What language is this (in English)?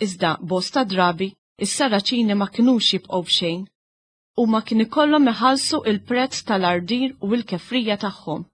Maltese